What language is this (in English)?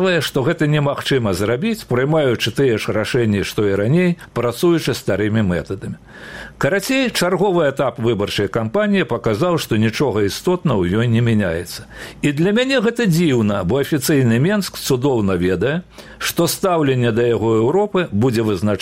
Belarusian